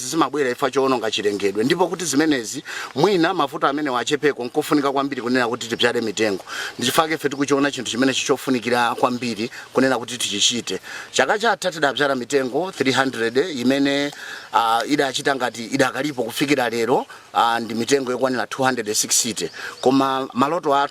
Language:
Nyanja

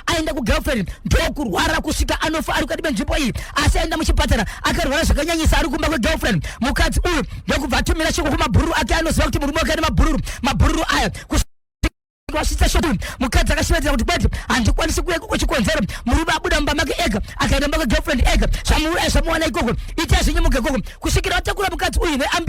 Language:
Shona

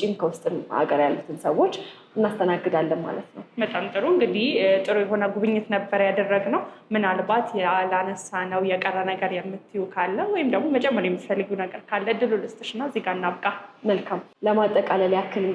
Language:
Amharic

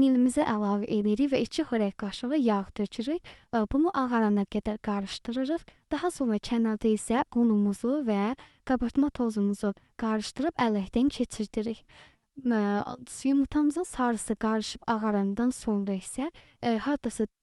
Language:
Azerbaijani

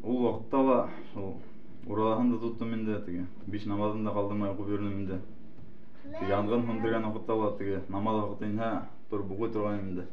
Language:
Bashkir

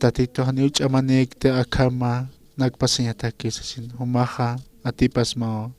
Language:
Aymara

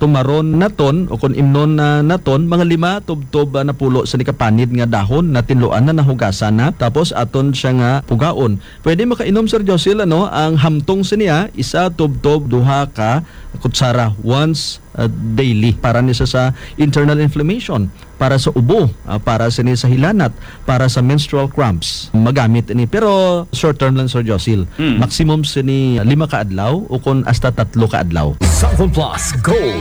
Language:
Hiligaynon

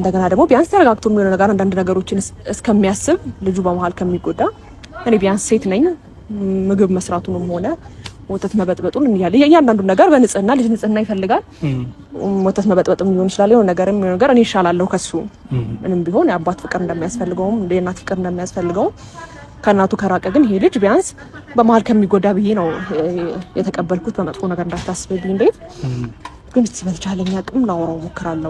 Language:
Amharic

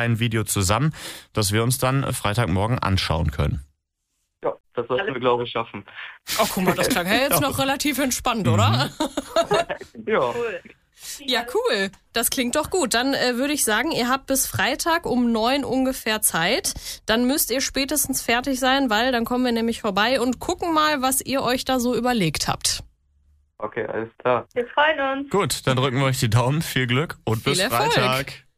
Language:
German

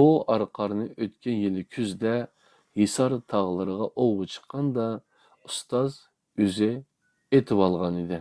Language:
Uyghur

